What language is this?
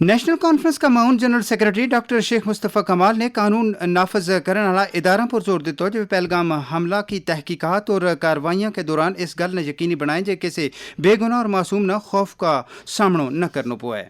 Gujari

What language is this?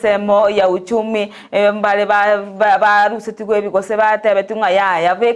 Gusii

